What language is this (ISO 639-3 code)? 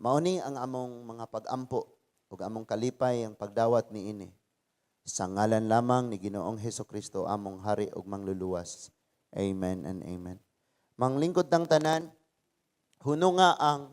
ceb